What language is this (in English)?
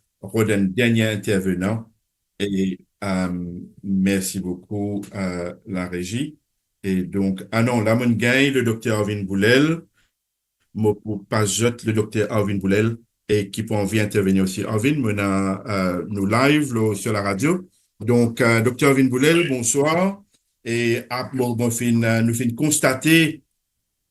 Morisyen